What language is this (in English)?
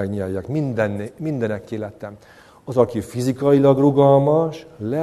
Hungarian